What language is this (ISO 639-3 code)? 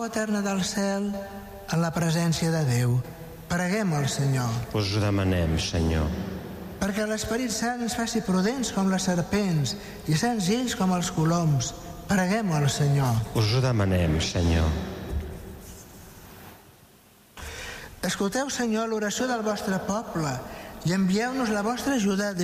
cat